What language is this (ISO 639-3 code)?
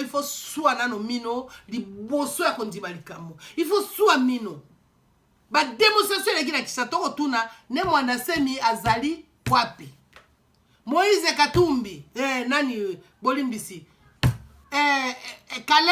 lin